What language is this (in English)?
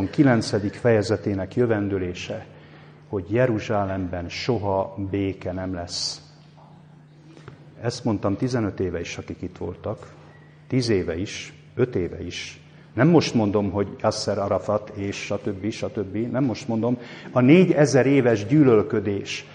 Hungarian